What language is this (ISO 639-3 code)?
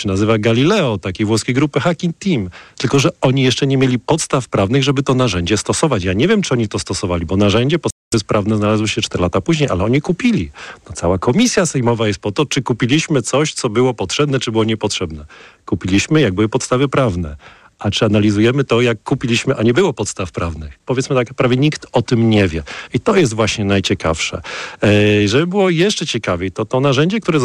pol